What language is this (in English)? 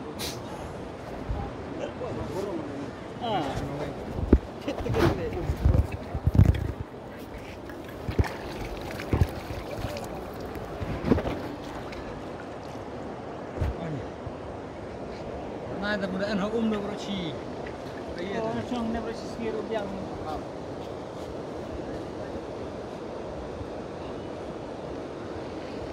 Malay